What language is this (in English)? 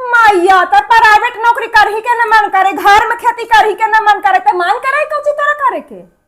Magahi